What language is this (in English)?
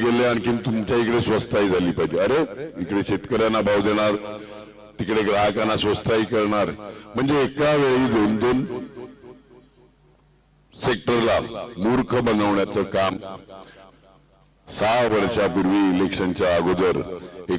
Marathi